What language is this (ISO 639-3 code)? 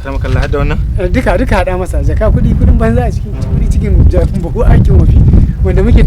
hau